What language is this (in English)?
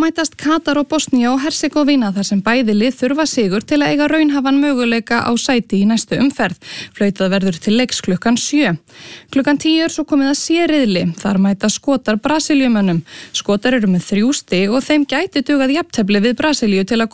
Icelandic